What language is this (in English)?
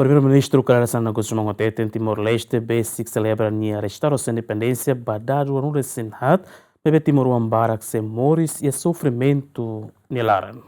Tetum